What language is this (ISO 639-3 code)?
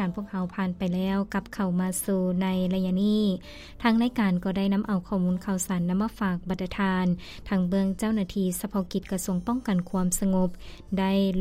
lao